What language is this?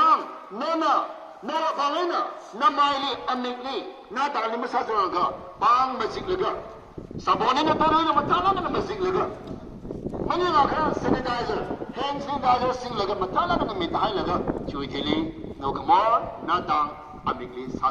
Tangkhul Naga (India)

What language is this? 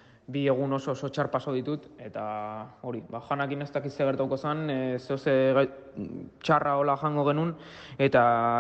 Basque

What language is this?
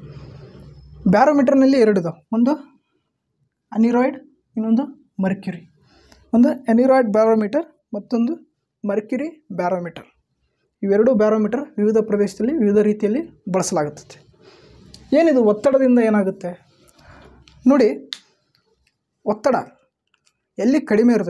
Kannada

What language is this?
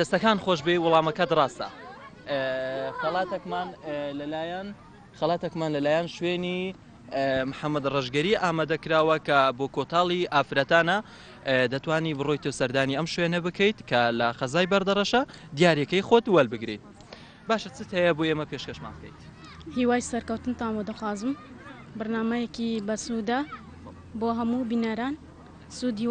Central Kurdish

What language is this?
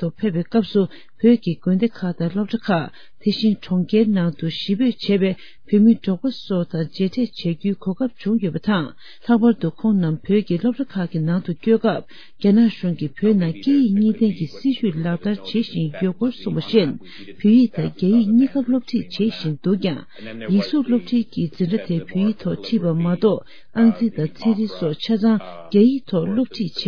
Tibetan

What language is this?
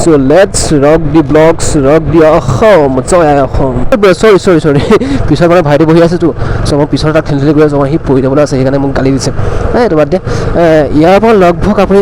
Assamese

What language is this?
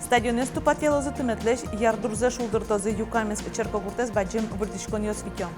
Udmurt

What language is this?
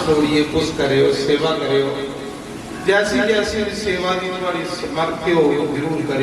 Dogri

